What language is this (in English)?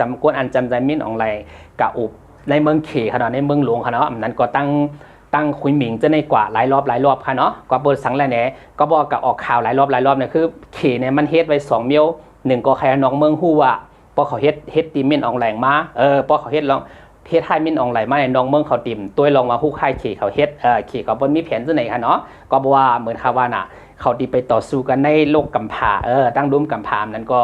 Shan